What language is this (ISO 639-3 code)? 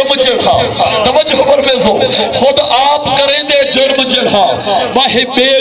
skr